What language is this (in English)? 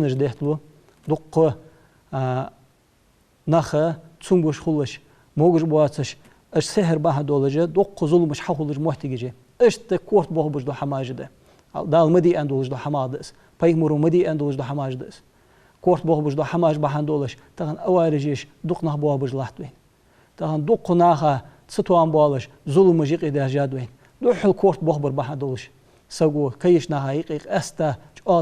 Ingush